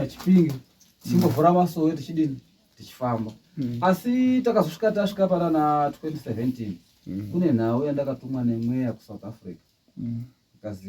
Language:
Shona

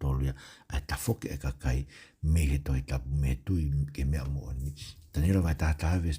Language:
Tongan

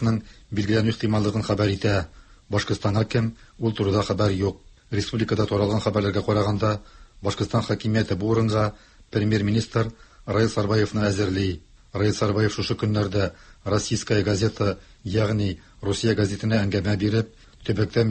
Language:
Tatar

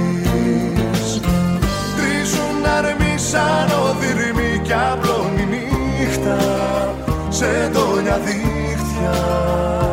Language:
Greek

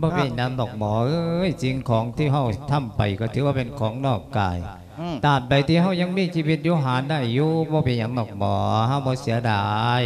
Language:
Lao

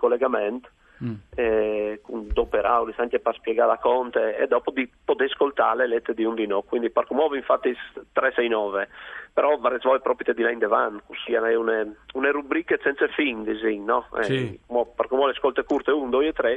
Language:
Friulian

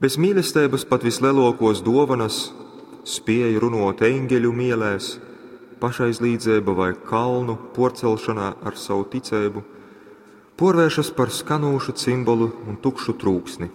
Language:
Latgalian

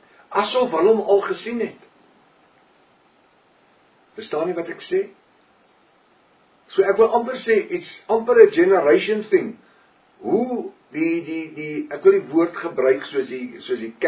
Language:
Afrikaans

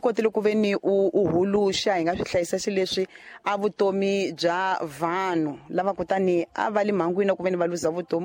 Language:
Tsonga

